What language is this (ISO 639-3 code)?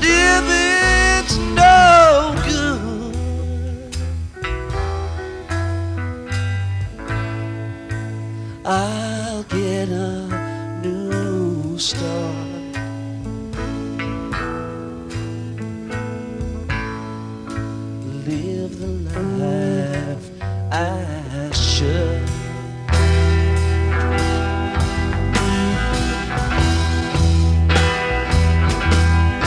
eng